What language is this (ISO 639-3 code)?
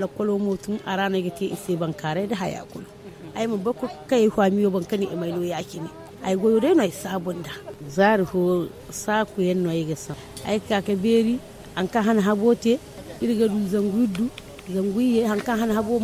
dje